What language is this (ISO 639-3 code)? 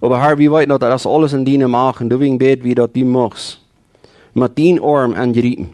pdt